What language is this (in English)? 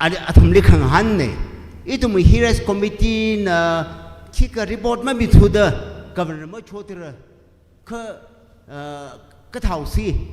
Tangkhul Naga (India)